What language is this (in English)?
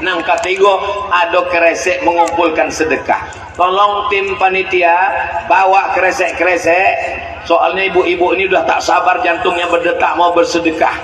Minangkabau